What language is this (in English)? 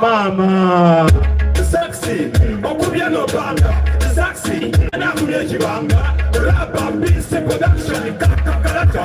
Soga